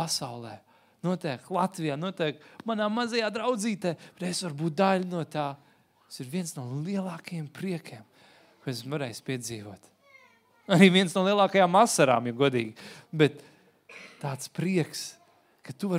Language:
Latvian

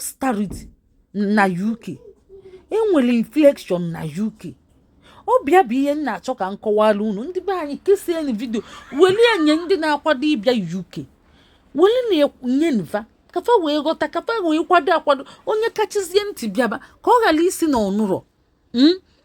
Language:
Igbo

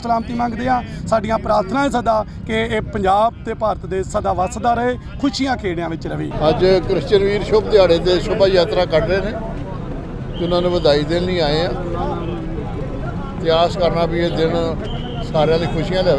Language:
Punjabi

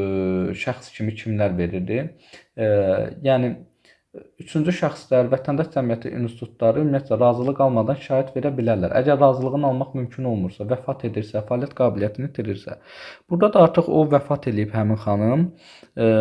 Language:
Azerbaijani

